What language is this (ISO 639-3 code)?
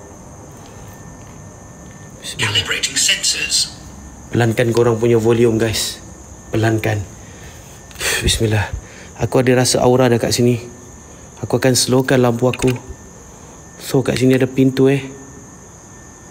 msa